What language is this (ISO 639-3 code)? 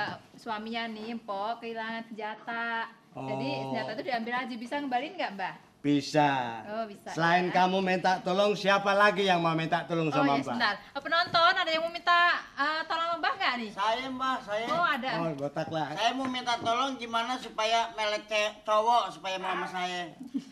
bew